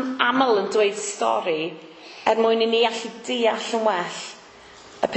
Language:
Welsh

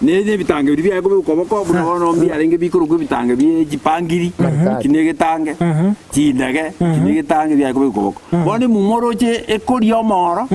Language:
Gusii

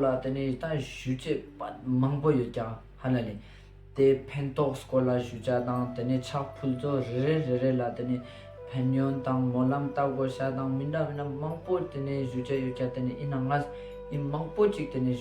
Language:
Ladakhi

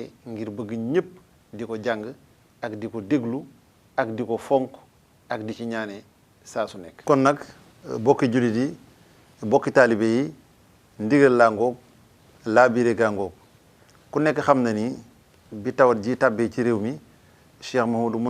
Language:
Wolof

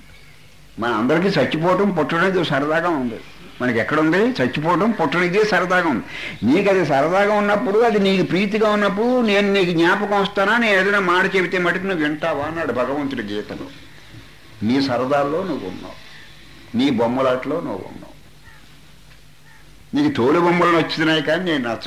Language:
Telugu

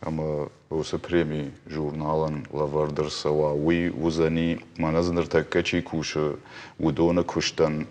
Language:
Ossetic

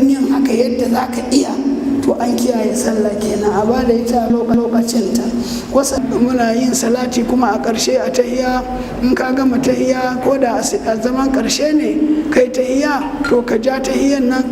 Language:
Hausa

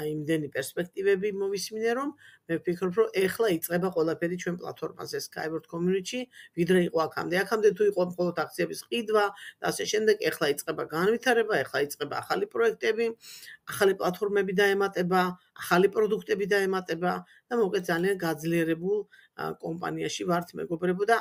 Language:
Georgian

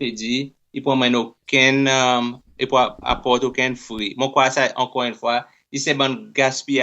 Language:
Seselwa Creole French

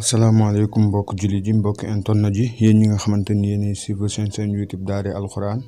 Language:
Wolof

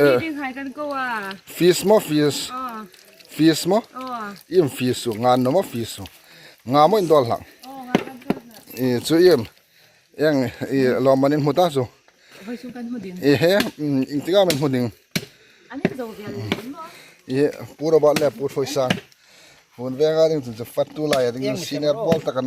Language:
Hmar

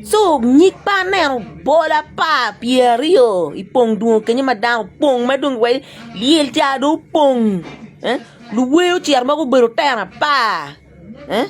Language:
Acoli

